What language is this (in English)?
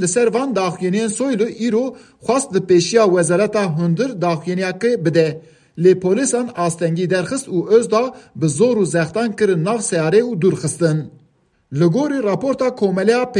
Kurdish